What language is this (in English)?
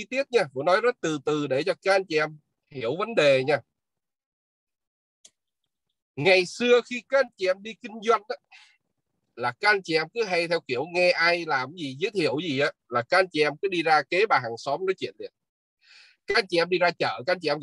Vietnamese